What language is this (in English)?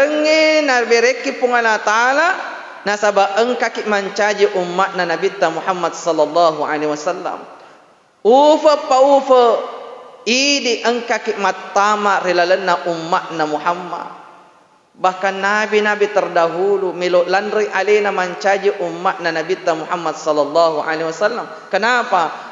Buginese